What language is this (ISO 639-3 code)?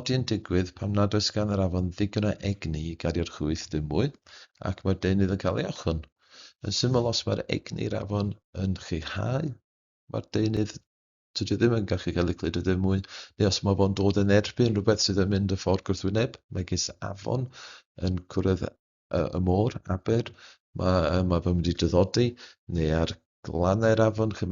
cym